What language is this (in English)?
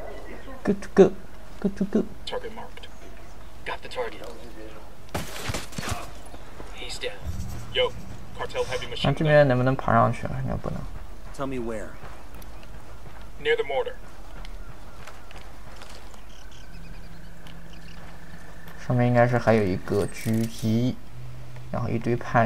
Chinese